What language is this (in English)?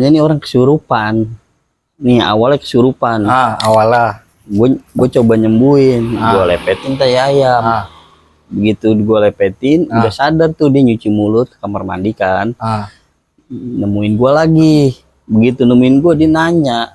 Betawi